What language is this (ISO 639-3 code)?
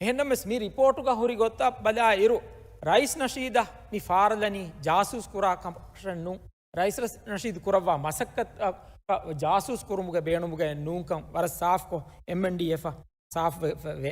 div